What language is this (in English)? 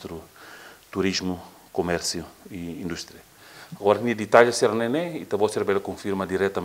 Tetum